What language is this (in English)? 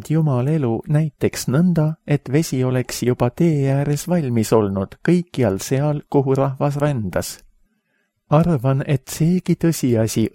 Estonian